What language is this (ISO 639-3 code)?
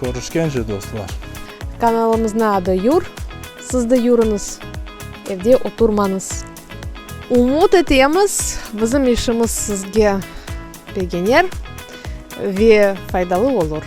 crh